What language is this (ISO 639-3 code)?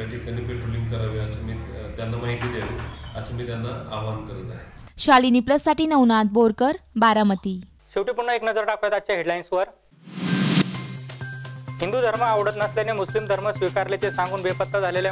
mar